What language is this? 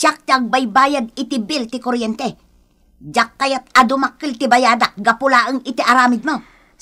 Iloko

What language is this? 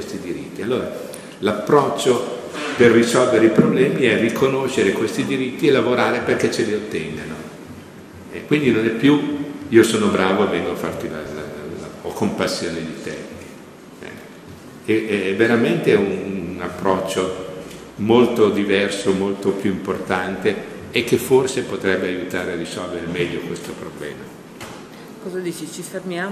Italian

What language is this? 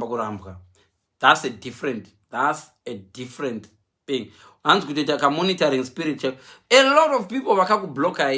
Shona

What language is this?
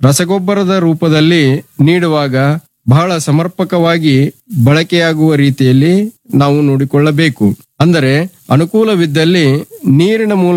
Kannada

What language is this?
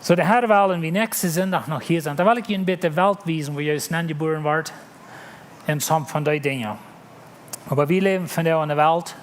Plautdietsch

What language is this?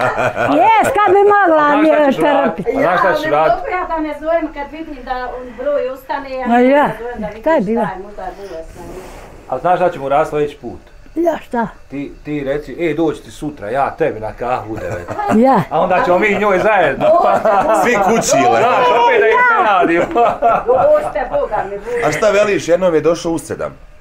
Bosnian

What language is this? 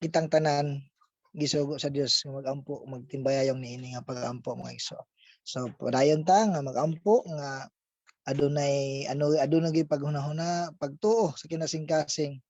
Cebuano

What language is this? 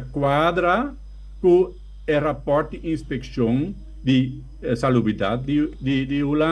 Papiamento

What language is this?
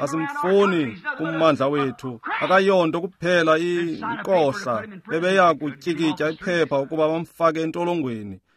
Xhosa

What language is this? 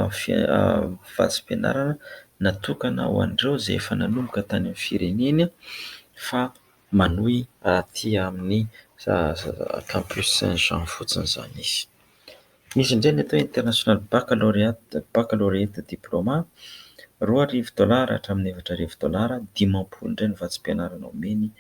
Malagasy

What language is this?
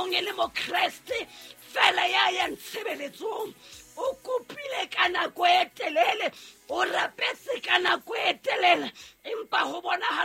Southern Sotho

